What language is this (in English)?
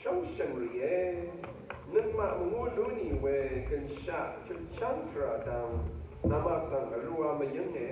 Rawang